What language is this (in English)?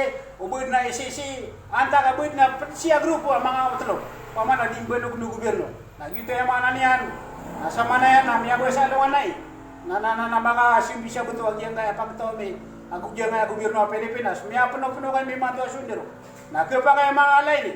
Maranao